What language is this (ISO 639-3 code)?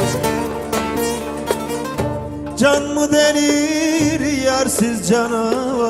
tur